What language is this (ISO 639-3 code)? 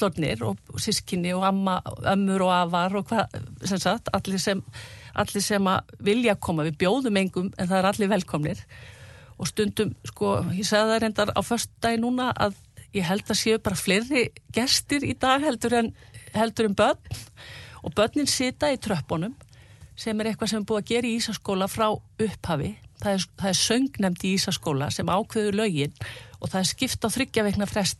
isl